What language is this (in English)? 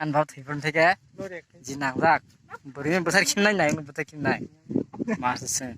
Kok Borok